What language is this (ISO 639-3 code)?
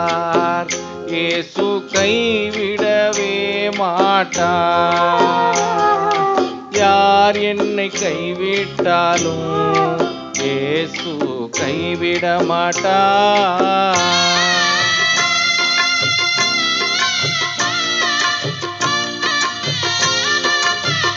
tam